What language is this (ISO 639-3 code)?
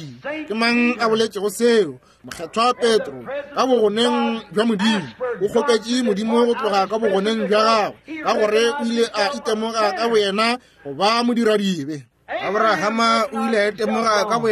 nso